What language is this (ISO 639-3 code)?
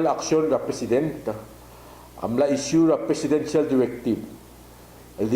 pau